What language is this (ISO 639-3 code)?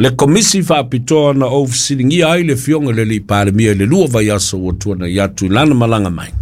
smo